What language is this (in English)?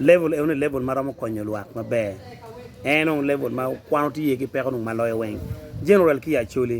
Acoli